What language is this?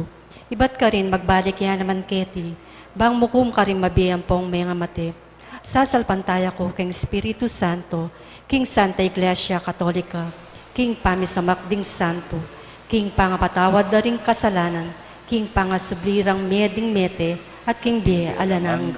Pampanga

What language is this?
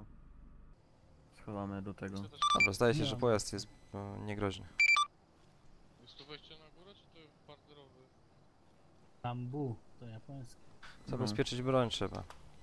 Polish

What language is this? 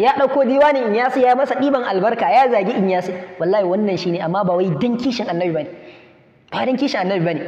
Hausa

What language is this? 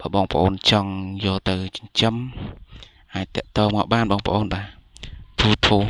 Khmer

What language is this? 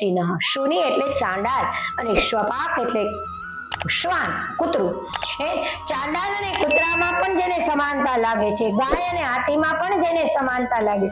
Gujarati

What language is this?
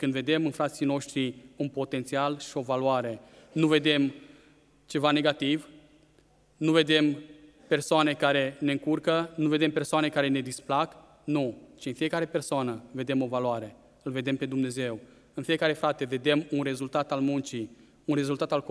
Romanian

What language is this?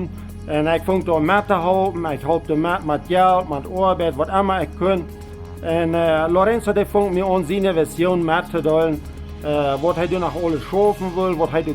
Plautdietsch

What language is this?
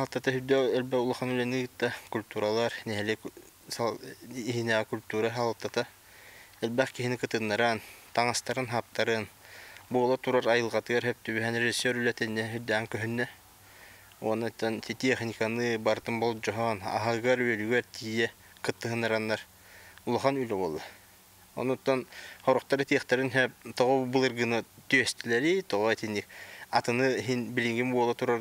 Yakut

